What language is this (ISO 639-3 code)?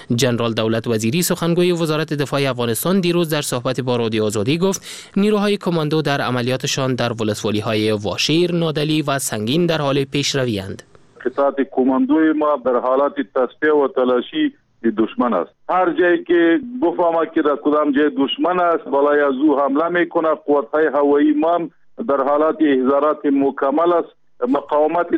fas